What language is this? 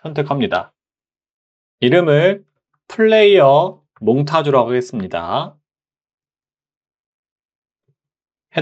Korean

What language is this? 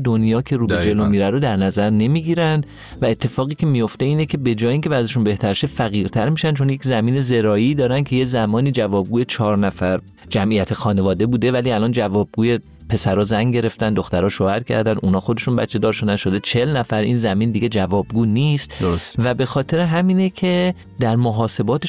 Persian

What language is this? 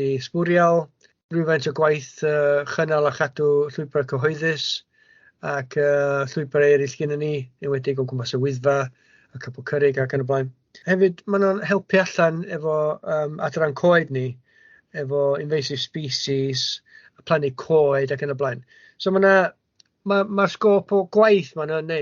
Welsh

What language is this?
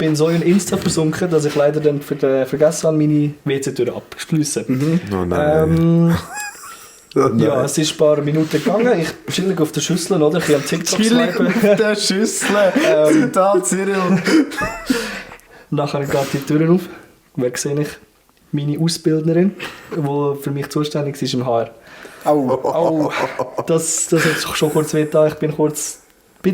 Swiss German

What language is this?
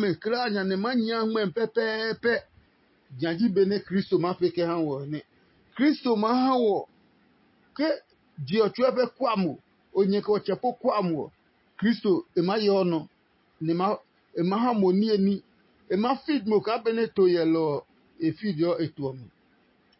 Adangme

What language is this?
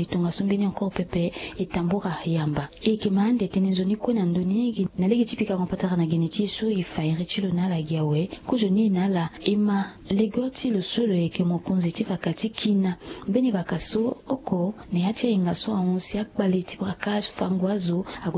Sango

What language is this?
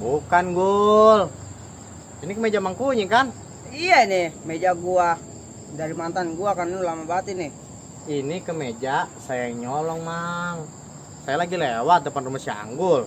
Betawi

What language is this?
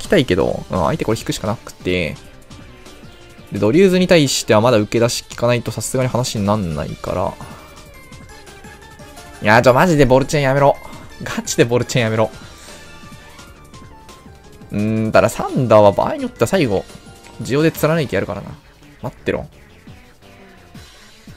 Japanese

